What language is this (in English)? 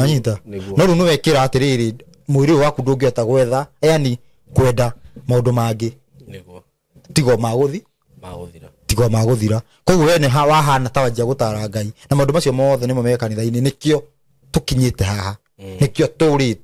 Kikuyu